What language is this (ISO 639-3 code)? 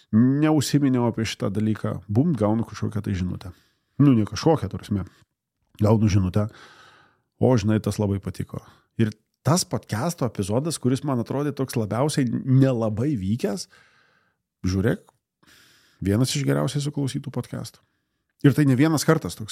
lit